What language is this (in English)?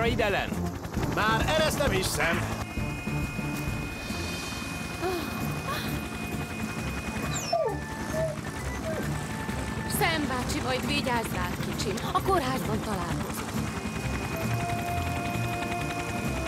Hungarian